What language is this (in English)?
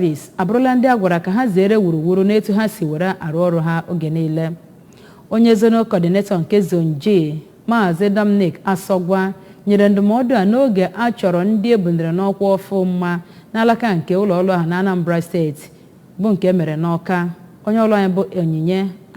Igbo